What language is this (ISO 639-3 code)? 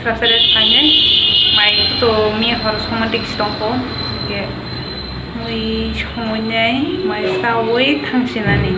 trp